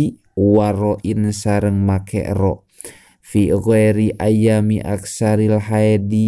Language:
Sundanese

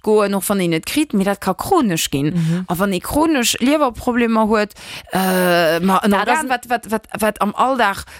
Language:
Luxembourgish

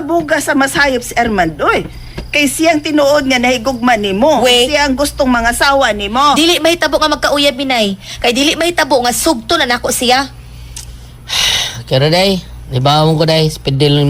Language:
Cebuano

